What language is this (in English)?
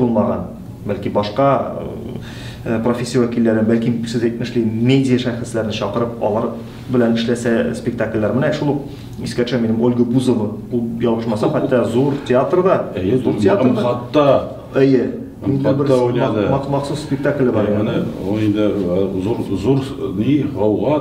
Tatar